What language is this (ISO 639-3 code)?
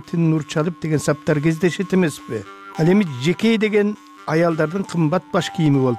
kir